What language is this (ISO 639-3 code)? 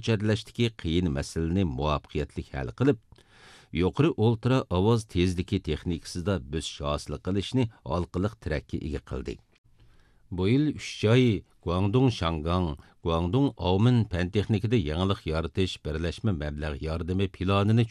uig